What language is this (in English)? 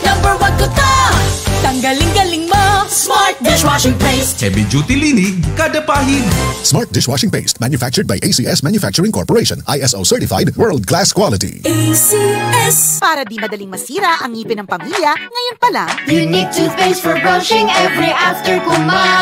Bikol